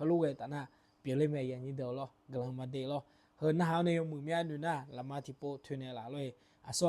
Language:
Akha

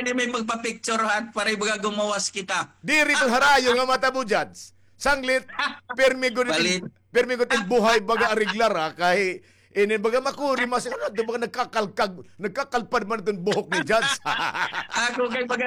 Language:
Waray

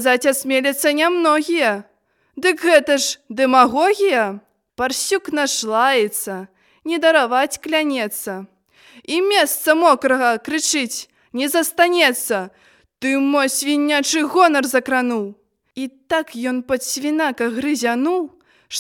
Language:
Belarusian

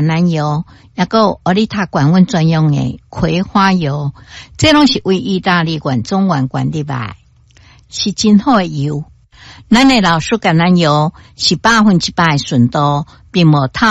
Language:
Min Nan Chinese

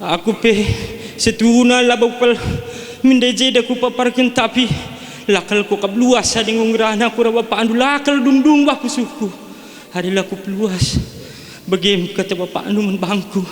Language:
Batak Karo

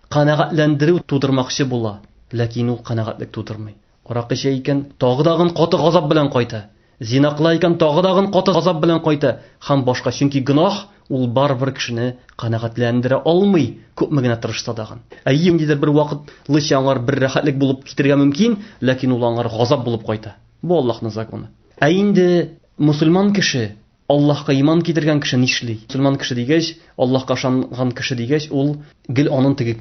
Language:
Tatar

